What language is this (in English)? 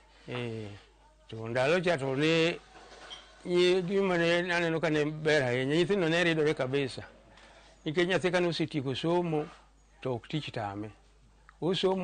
Luo (Kenya and Tanzania)